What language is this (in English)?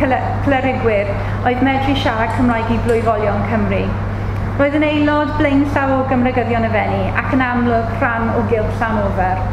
Welsh